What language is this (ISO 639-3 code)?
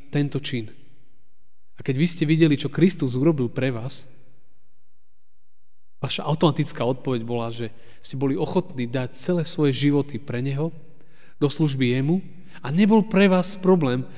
slk